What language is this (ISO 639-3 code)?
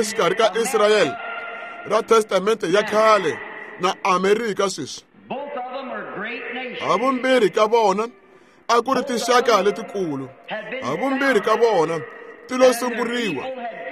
tso